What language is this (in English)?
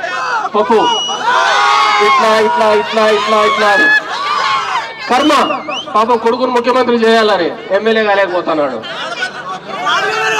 Telugu